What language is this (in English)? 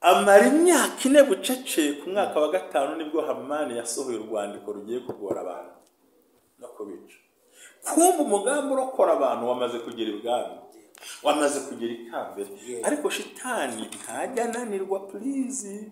Kinyarwanda